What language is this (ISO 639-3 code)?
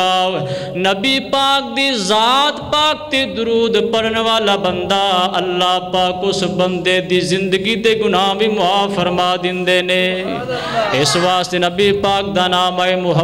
lah